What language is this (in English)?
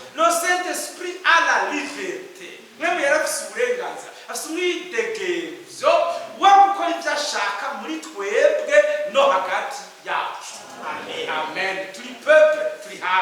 Rundi